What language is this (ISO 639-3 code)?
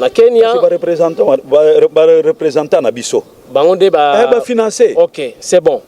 lin